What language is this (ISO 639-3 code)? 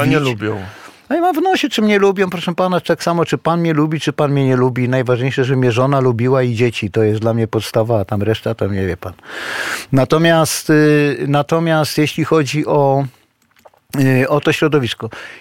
pol